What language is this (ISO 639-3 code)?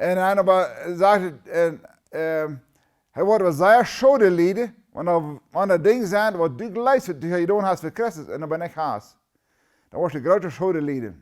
pdt